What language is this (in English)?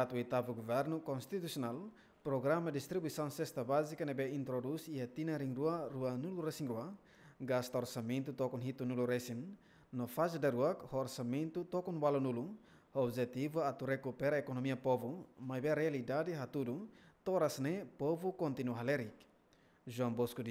Tetum